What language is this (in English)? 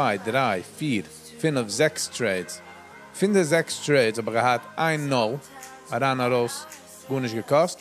Yiddish